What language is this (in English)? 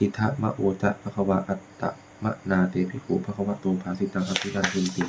Pali